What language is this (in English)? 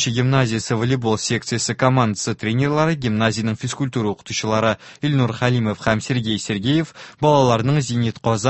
Tatar